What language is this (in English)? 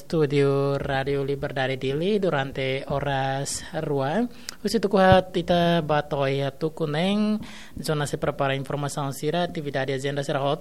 Tetum